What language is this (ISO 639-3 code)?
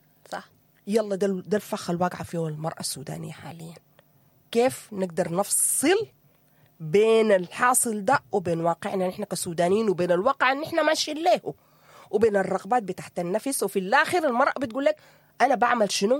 apd